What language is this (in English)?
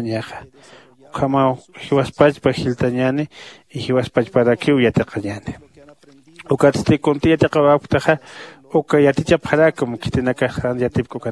Aymara